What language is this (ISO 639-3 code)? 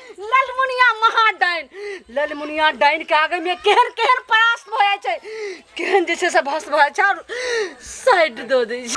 mai